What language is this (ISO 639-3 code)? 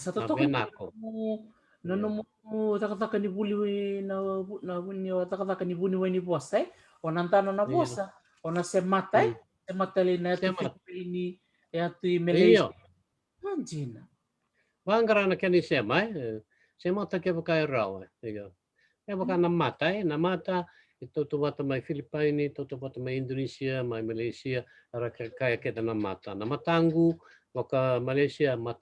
fij